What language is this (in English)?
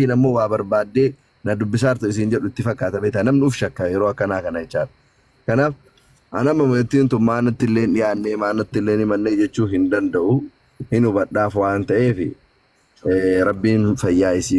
Oromo